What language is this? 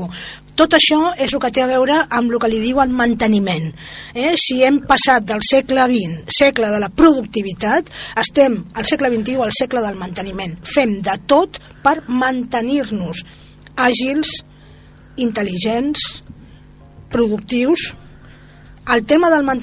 Catalan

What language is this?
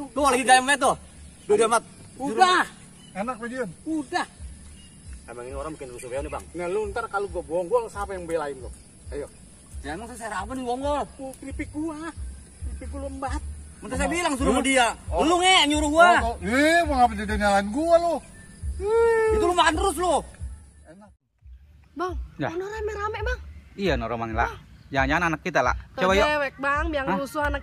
Betawi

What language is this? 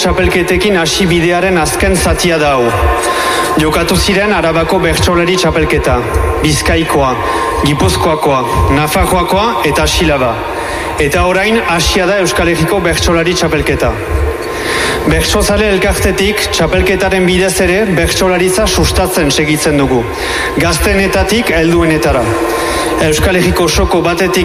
Basque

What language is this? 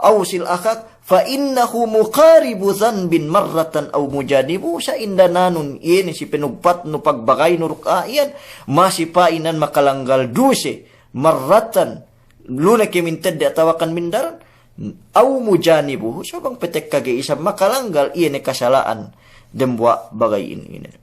Yakan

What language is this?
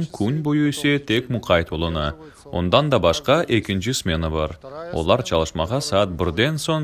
Crimean Tatar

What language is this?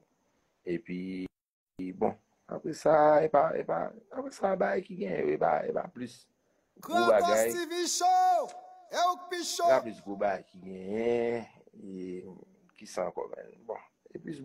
Haitian Creole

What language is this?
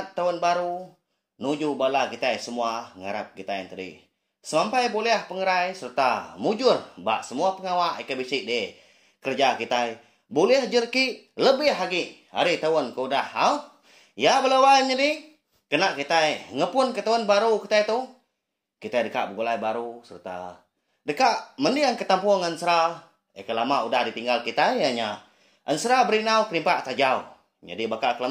Iban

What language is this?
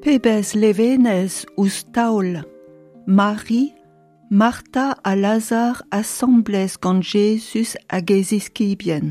Breton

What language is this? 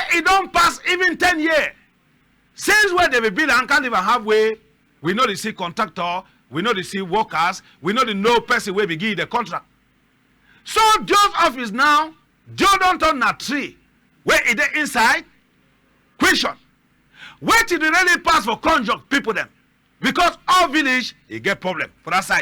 Cameroon Pidgin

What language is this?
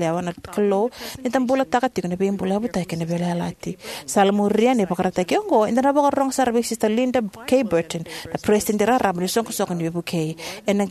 Fijian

